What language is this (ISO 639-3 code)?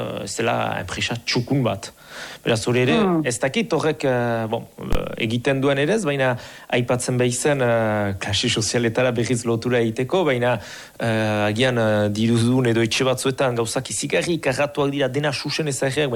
eus